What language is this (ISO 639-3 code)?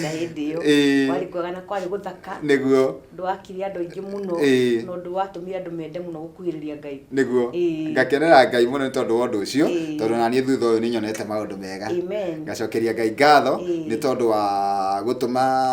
kik